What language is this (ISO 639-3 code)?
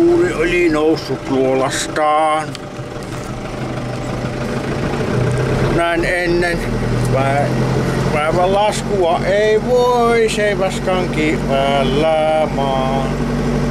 fin